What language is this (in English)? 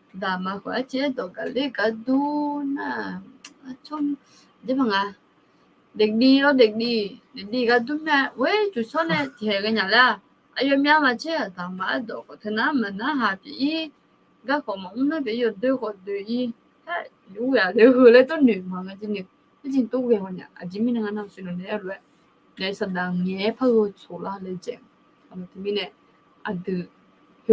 Akha